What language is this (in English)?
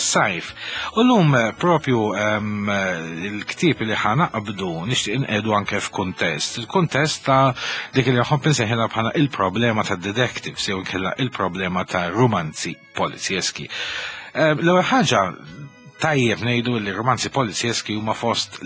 Maltese